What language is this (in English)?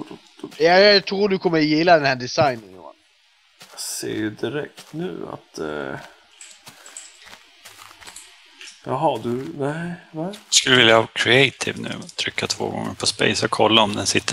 Swedish